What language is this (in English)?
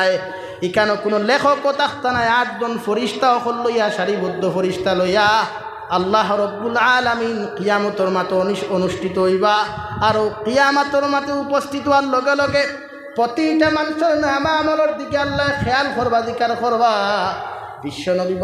Sylheti